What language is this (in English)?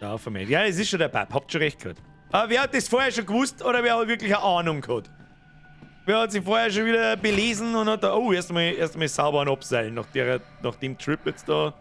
Bavarian